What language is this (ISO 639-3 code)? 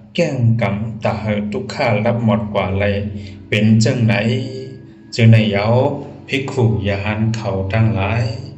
shn